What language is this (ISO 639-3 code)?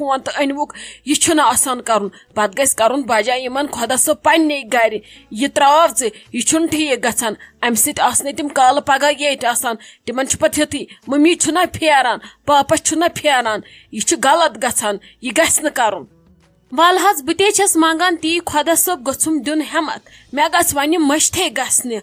kas